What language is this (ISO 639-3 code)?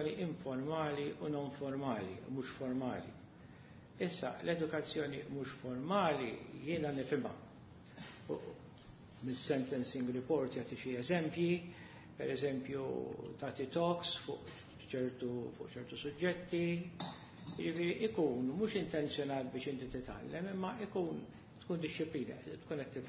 mlt